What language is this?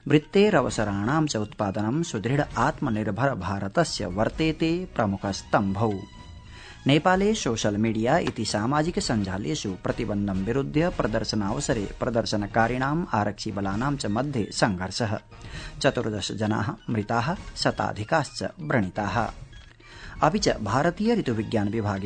Sanskrit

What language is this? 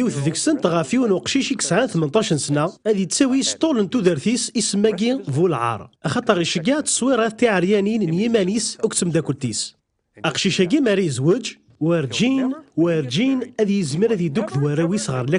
Kabyle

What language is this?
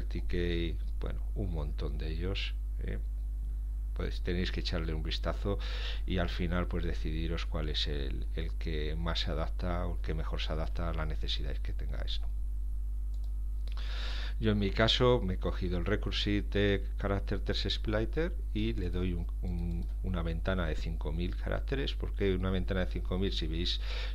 Spanish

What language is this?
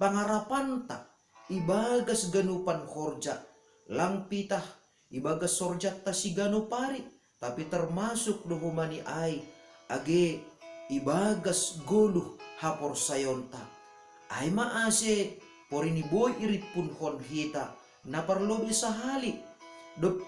Batak Simalungun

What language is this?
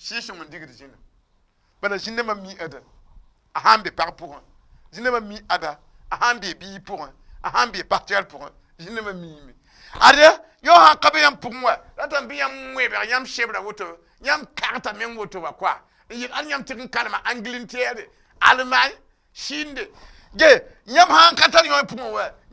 Mossi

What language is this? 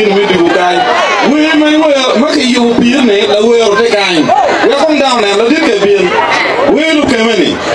Acoli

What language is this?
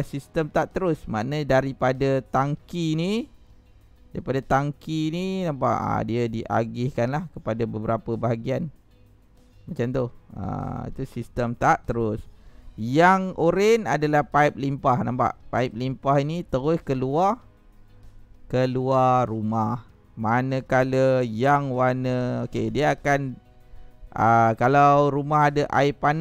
Malay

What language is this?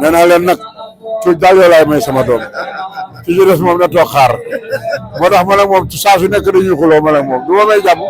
Wolof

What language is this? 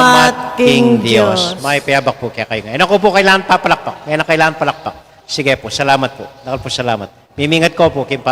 Pampanga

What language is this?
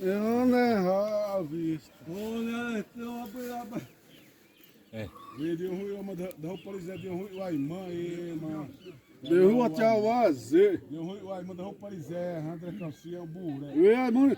Xavánte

